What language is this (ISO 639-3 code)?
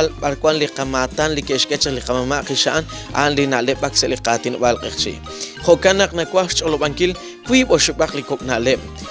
kek